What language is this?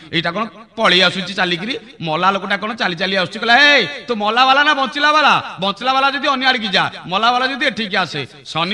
Odia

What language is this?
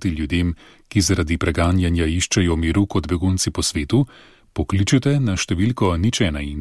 Slovenian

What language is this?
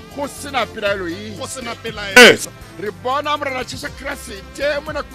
Tswana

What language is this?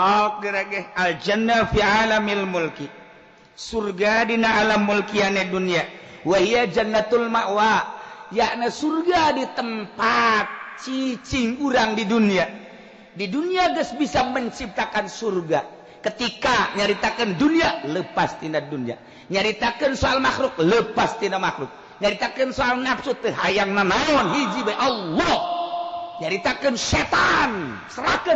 Sundanese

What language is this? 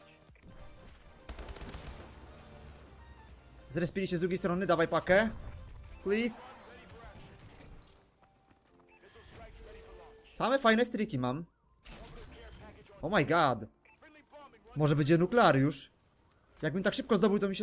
Polish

